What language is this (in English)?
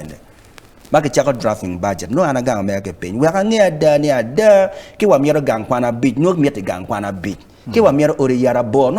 Acoli